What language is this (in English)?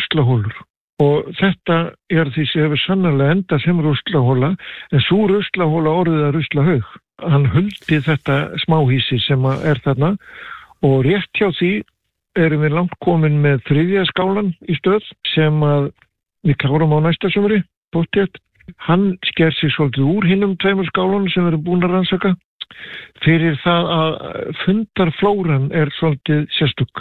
Icelandic